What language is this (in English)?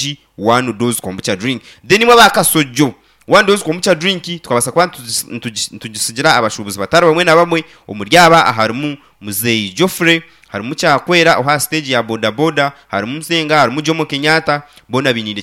Nyankole